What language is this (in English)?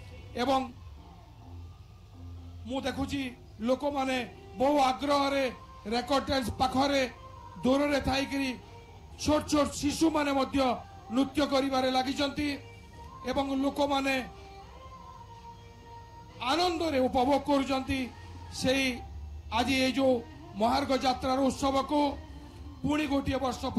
Odia